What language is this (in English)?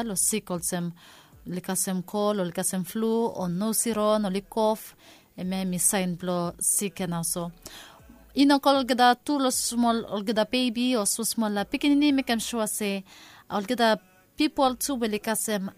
Bislama